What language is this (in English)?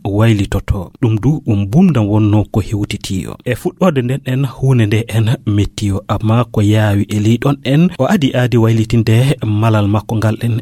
Fula